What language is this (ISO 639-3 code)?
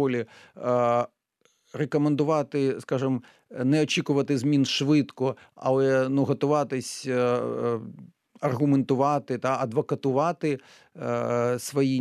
ukr